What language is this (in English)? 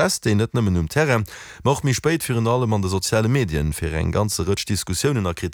Luxembourgish